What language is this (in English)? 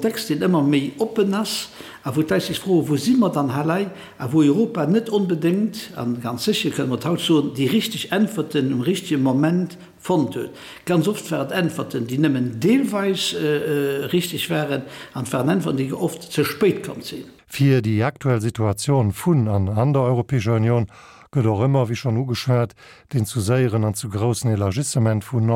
Luxembourgish